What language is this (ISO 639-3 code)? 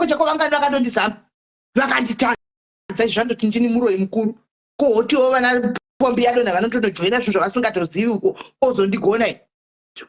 sna